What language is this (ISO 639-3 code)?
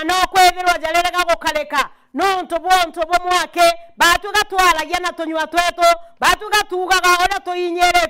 mer